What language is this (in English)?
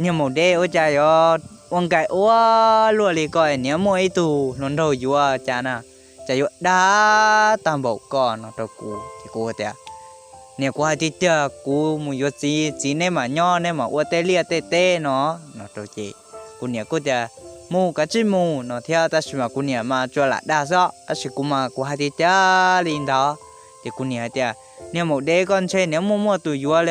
Hmong